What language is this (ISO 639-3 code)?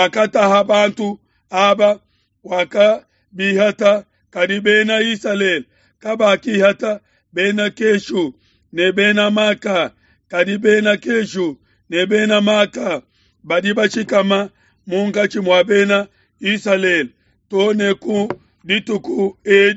lua